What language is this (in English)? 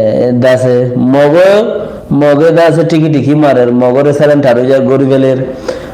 Rohingya